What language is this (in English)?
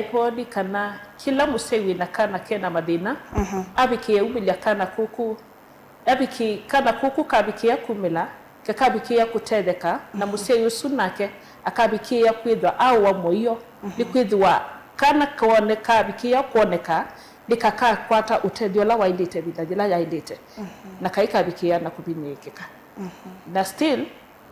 Kamba